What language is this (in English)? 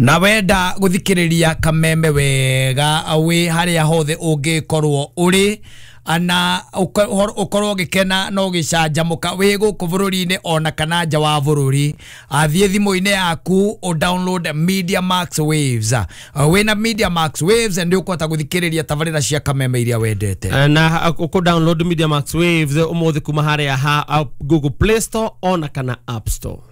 Kikuyu